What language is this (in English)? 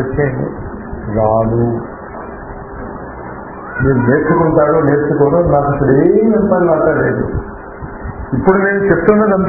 Telugu